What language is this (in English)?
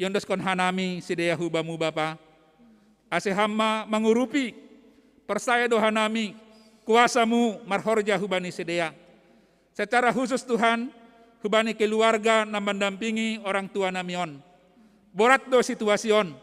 Batak Simalungun